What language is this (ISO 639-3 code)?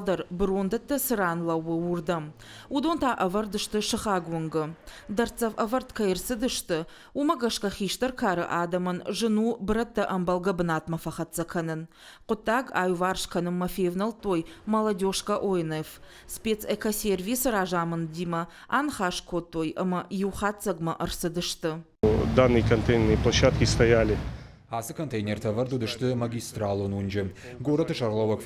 oss